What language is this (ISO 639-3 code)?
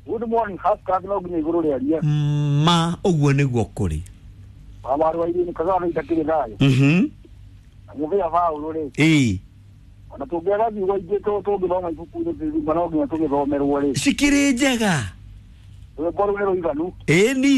kik